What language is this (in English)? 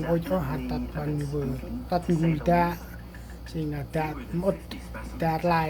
Central Mnong